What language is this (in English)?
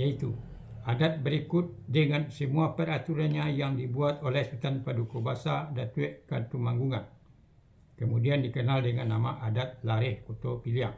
Minangkabau